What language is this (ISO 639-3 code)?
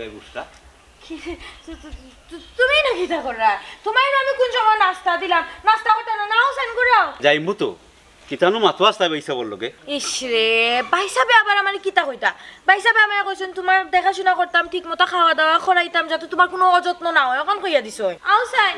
syl